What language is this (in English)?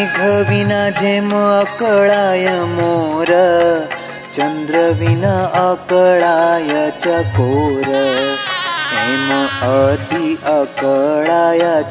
Gujarati